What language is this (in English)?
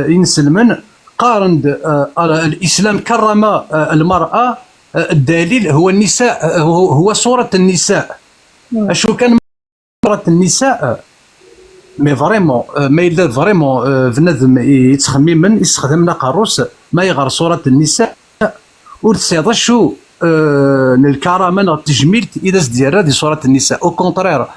Kabyle